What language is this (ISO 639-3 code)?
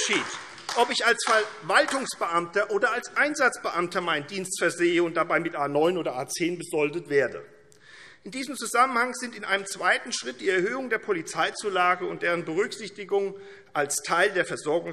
deu